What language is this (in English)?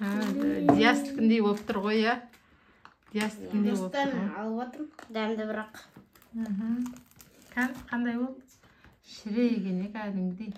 Kazakh